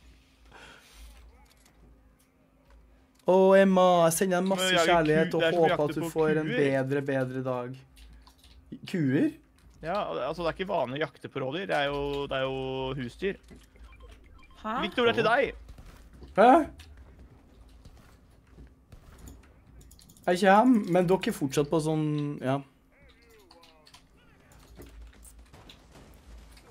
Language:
Norwegian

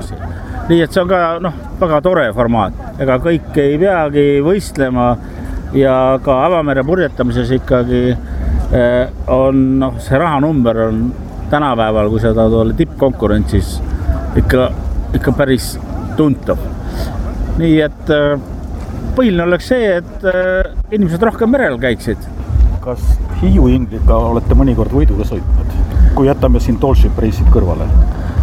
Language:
Estonian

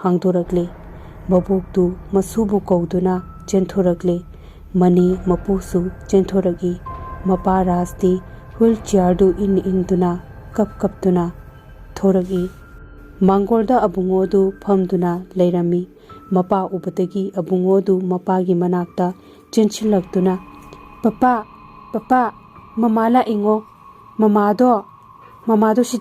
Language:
Manipuri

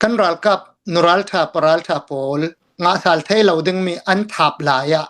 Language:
Hakha Chin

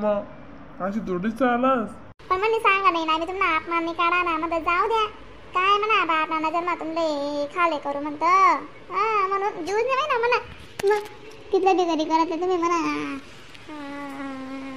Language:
Khandesi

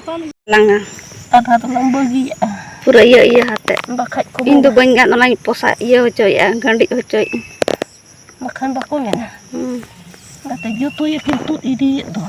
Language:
Santali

